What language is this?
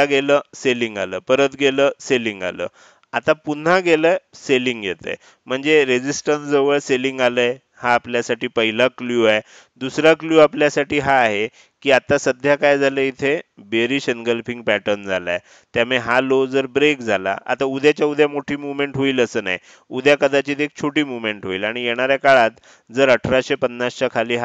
Marathi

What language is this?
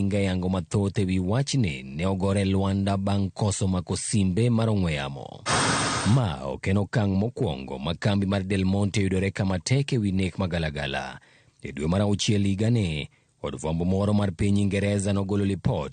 Luo (Kenya and Tanzania)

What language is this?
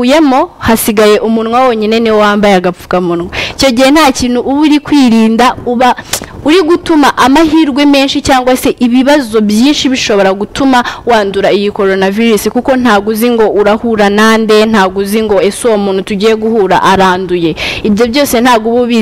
Kinyarwanda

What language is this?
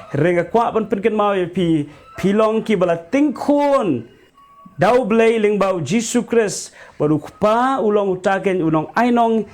Khasi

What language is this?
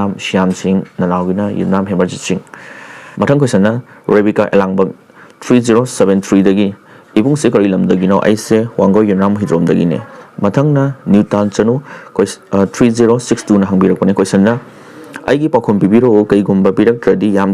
Manipuri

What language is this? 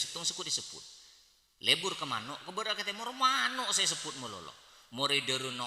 Madurese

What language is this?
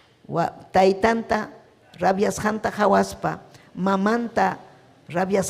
Ayacucho Quechua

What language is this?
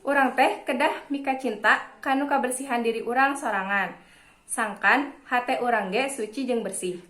Sundanese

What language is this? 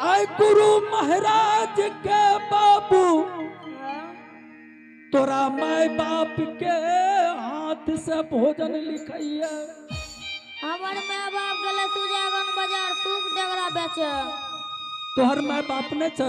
Angika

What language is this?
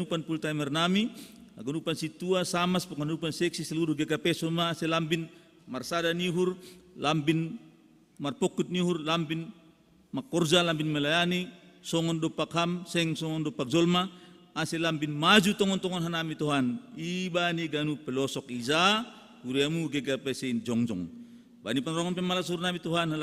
Batak Simalungun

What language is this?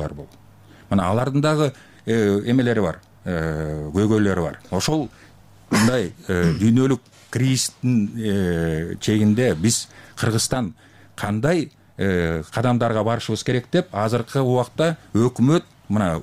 Kyrgyz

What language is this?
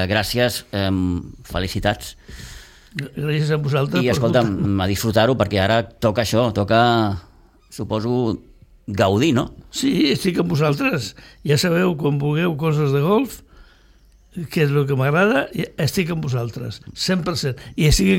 Catalan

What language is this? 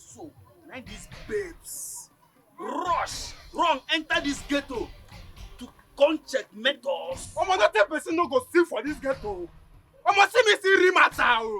Nigerian Pidgin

